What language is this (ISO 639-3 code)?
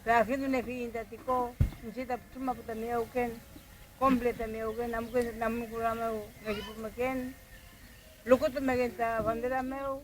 arn